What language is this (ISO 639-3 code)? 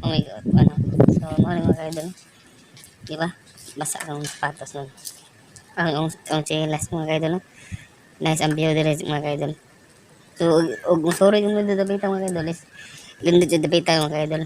ceb